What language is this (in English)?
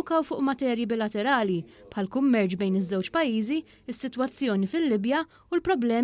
Maltese